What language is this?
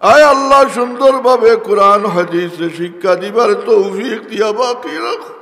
Sylheti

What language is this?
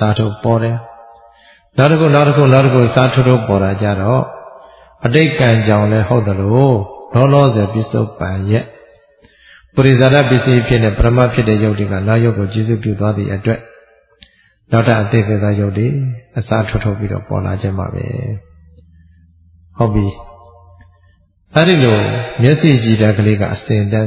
Burmese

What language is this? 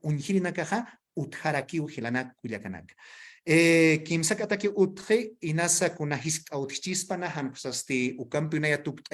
Aymara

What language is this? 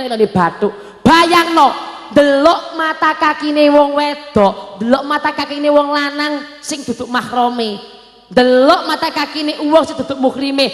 Javanese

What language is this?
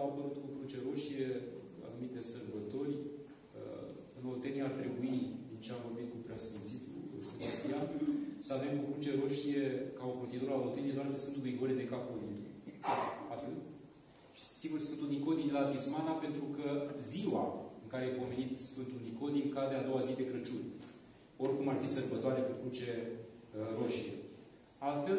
Romanian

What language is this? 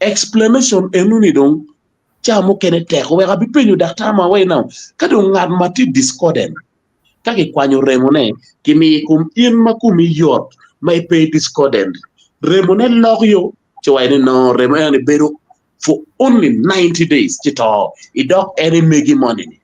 Acoli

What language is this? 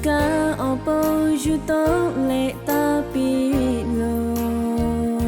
Lahu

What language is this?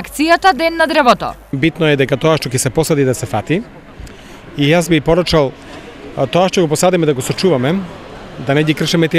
Macedonian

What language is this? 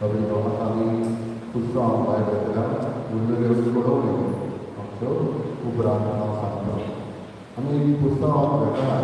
Konkani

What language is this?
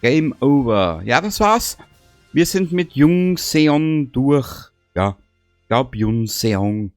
Bavarian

